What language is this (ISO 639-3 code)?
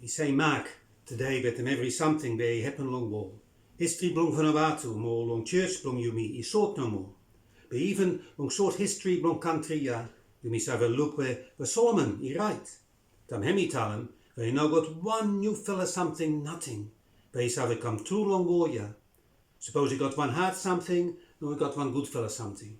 bis